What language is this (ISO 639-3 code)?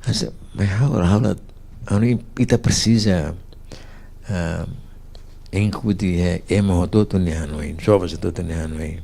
tet